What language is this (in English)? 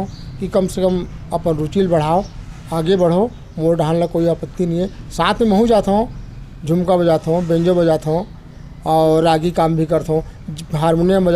Chhattisgarhi